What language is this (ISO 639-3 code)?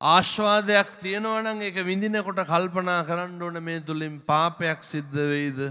sin